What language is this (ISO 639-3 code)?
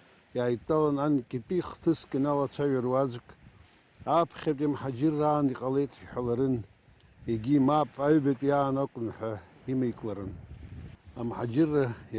abk